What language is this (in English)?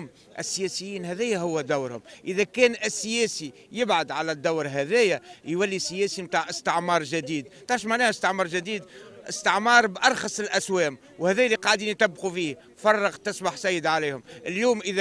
Tunisian Arabic